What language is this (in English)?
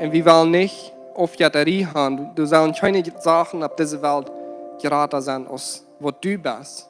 Plautdietsch